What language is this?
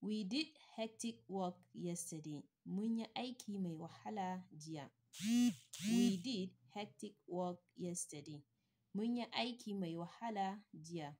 Hausa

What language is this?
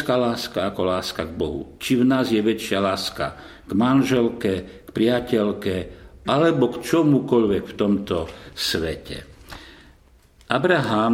Slovak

